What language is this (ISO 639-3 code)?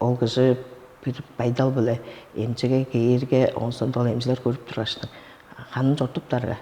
tyv